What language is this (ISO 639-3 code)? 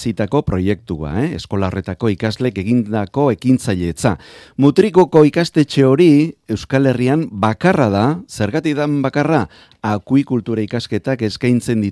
eus